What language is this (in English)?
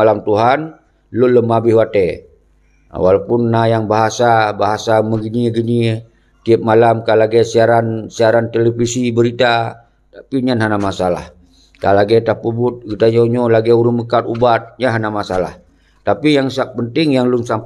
Achinese